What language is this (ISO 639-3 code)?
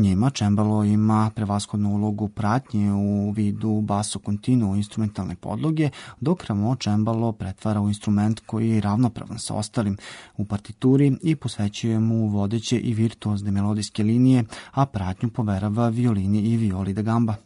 srp